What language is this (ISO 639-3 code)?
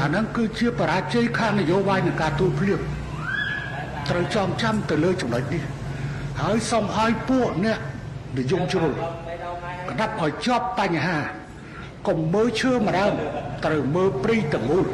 khm